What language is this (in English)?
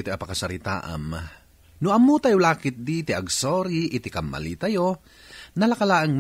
Iloko